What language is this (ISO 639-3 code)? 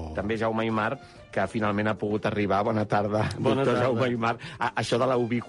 cat